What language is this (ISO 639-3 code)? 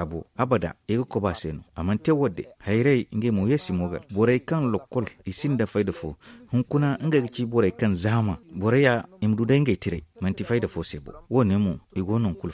dje